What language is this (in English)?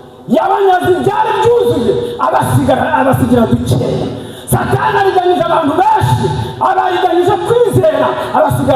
Kinyarwanda